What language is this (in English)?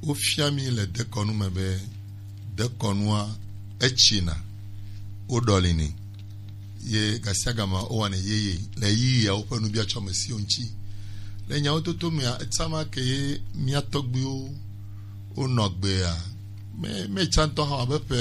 Gen